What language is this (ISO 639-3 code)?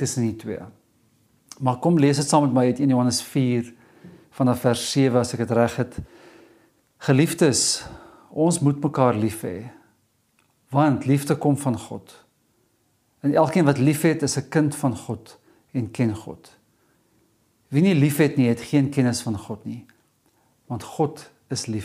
afr